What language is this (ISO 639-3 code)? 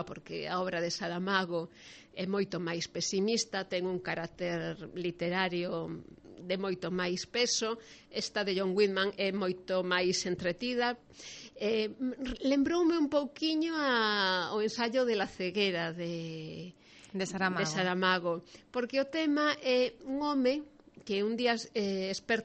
glg